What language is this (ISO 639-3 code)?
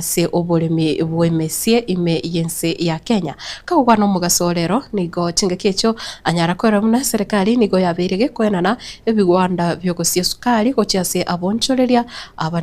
guz